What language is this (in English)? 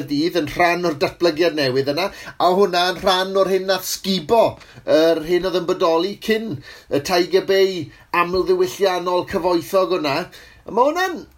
Welsh